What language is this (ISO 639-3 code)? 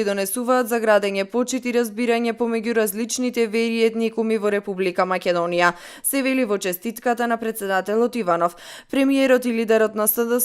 mkd